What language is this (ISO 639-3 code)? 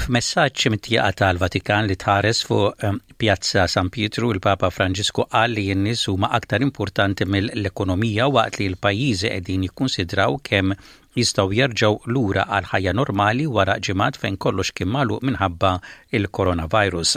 mlt